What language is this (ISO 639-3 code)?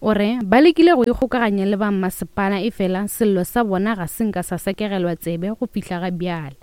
nso